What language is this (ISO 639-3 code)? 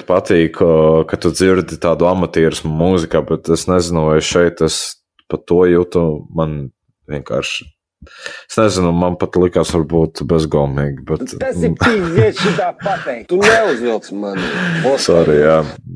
lav